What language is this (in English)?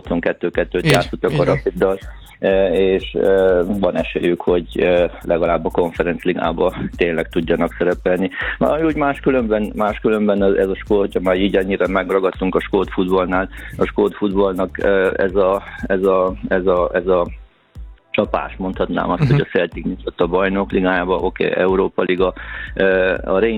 Hungarian